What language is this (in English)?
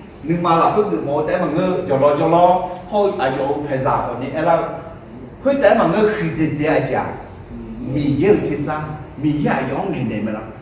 Akha